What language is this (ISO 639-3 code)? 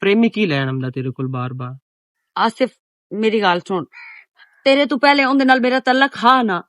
lah